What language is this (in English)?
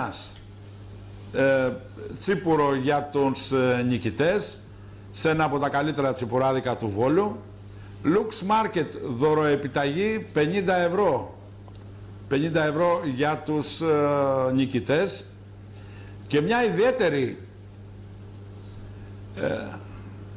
Greek